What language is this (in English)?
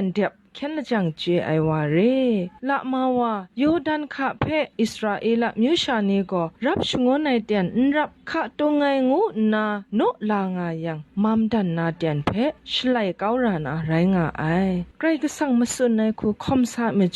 Kachin